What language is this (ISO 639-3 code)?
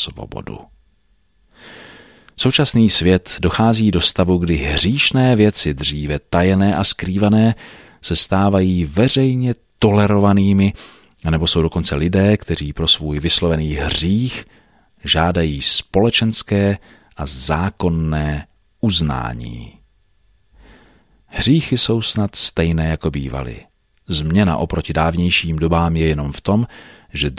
ces